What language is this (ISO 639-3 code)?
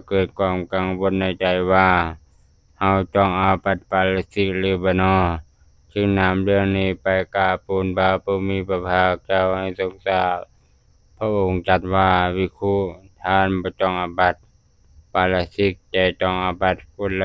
tts